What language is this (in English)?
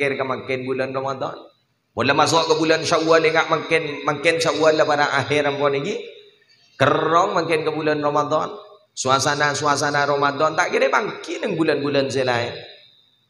Madurese